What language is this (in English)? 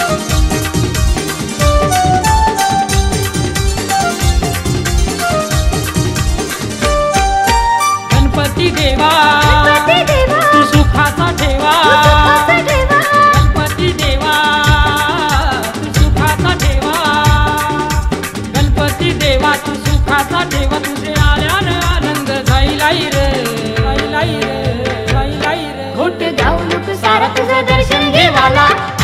Marathi